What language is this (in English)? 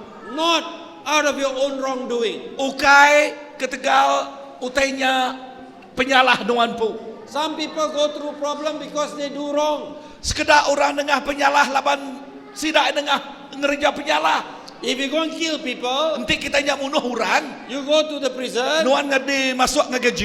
Iban